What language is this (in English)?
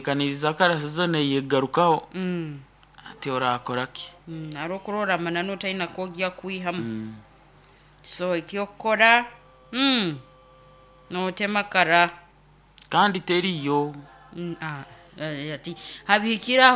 Nyoro